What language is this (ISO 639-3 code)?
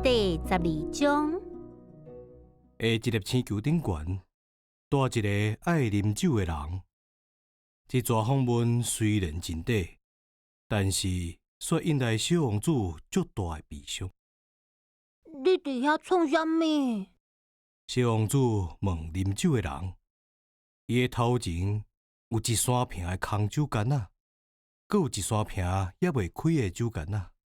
nan